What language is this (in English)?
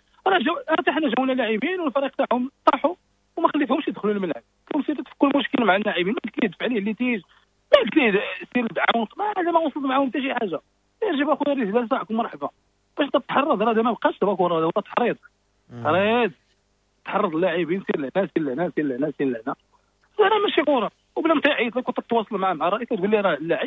Moroccan Arabic